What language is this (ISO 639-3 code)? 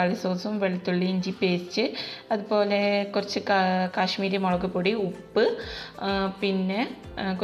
mal